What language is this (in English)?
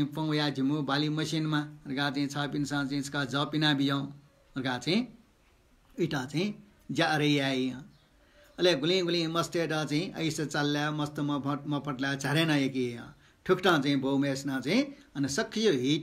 Newari